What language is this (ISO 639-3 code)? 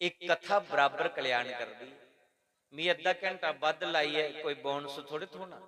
doi